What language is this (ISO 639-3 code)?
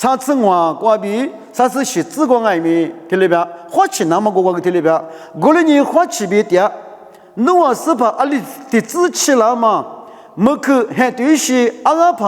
lis